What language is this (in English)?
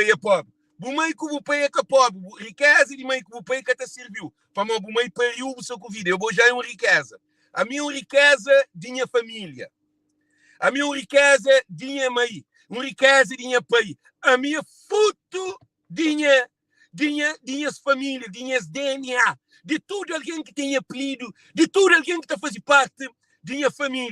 Kabuverdianu